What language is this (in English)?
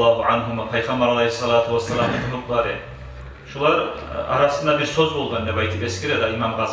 Kumyk